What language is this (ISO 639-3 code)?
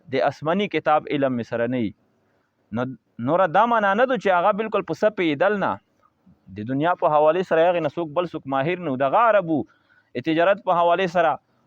pus